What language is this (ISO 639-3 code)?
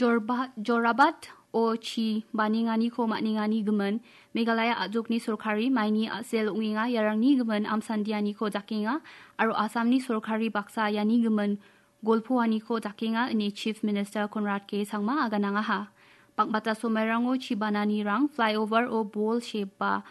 grt